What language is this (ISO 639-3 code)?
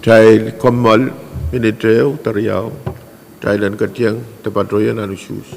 pon